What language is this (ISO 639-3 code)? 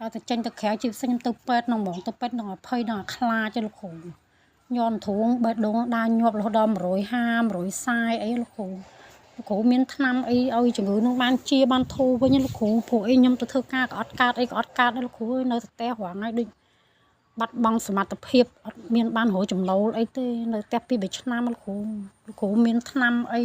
khm